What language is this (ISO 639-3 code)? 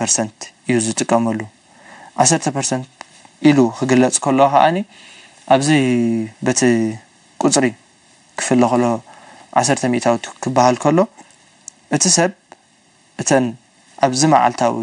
tir